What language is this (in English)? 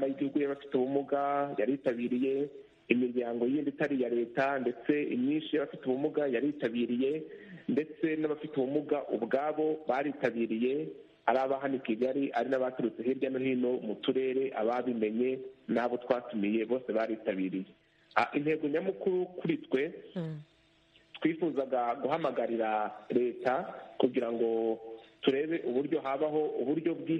Kinyarwanda